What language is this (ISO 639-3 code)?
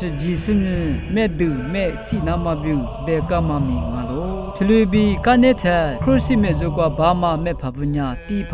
lis